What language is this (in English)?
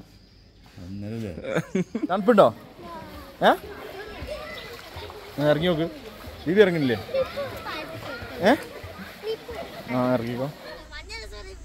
Malayalam